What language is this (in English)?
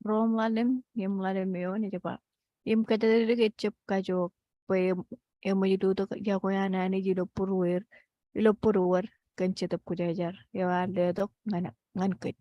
Marshallese